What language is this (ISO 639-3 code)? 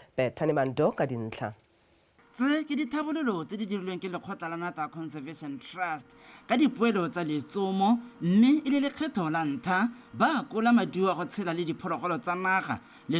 tsn